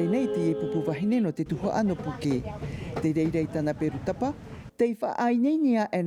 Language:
Tahitian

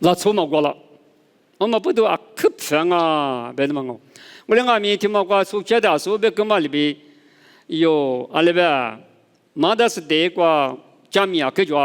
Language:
Lisu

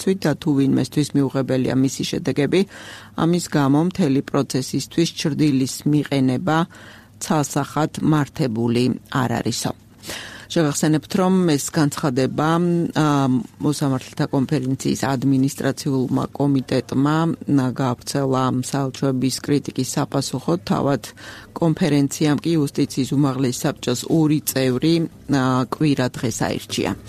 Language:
Georgian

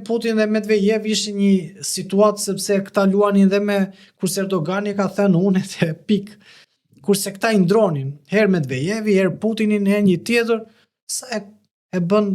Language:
Albanian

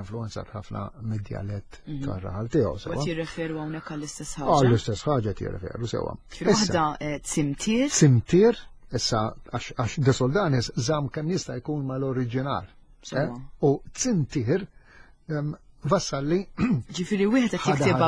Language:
Maltese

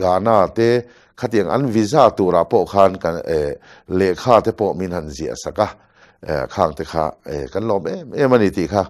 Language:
Mizo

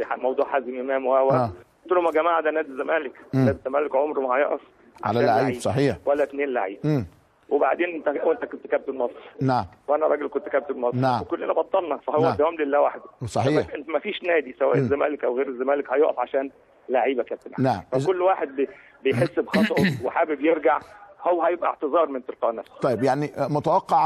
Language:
Egyptian Arabic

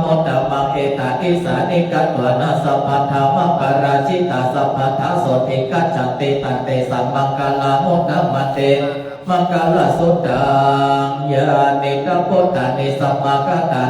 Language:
Pali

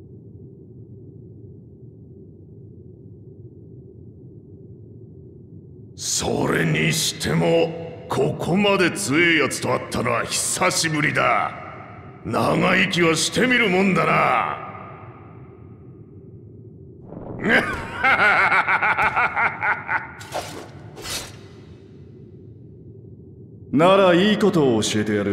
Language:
Japanese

